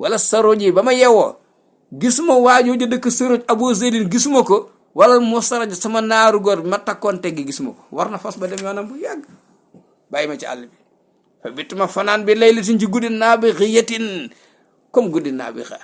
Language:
Wolof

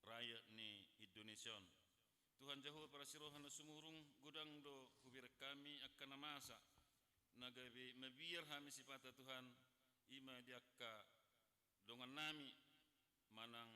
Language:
Batak Toba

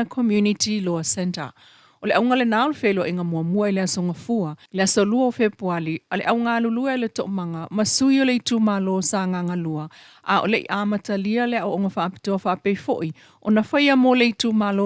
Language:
Samoan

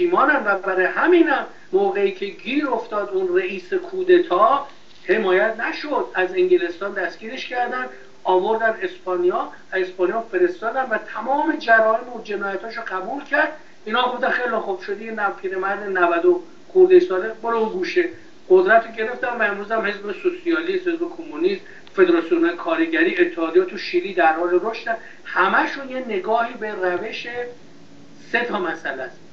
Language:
Persian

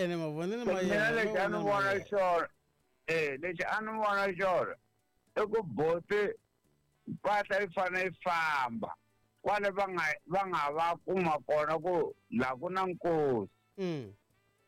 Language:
Tsonga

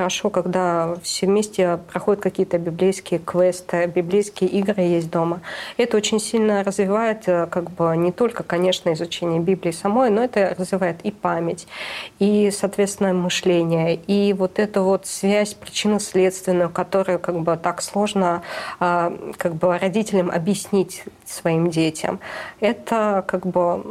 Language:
Russian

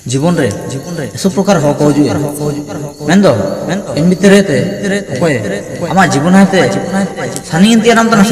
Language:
Ho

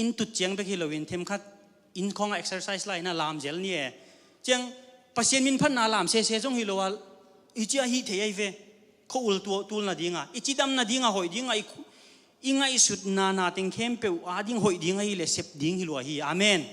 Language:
Tedim Chin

